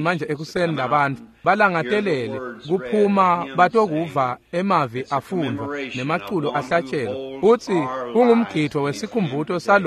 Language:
Swati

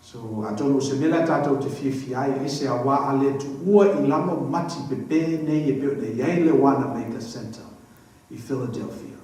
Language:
Samoan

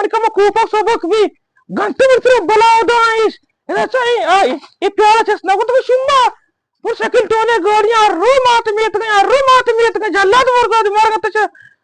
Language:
Eastern Balochi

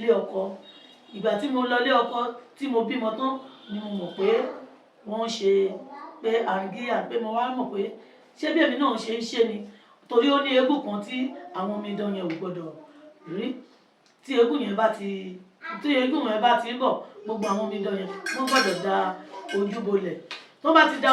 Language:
Yoruba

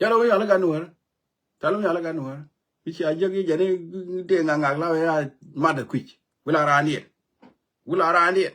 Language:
Nuer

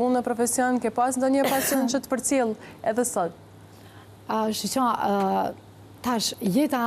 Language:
Albanian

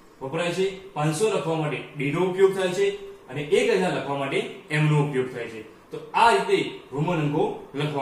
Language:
Gujarati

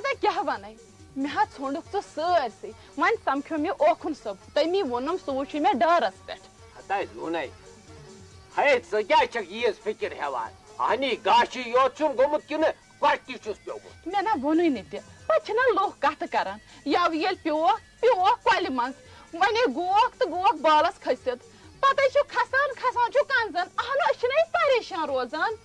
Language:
Kashmiri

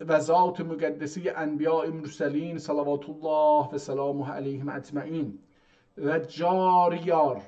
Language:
South Azerbaijani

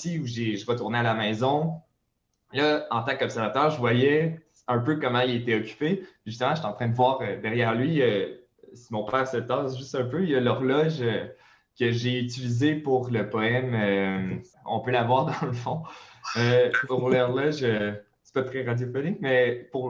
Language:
French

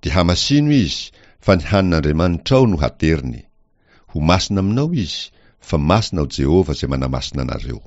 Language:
Malagasy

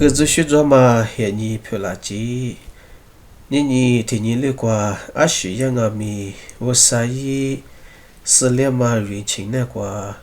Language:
Lisu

